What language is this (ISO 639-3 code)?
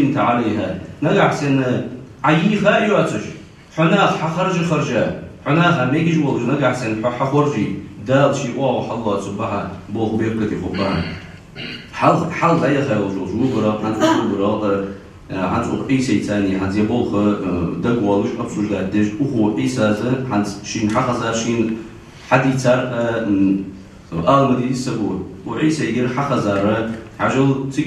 inh